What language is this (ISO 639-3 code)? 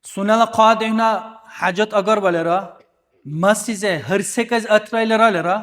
dar